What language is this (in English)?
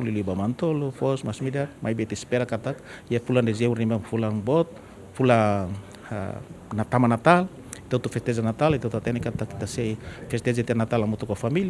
Tetum